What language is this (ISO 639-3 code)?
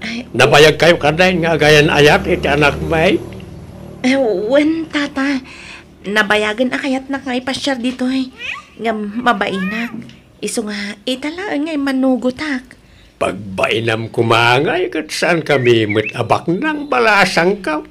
ilo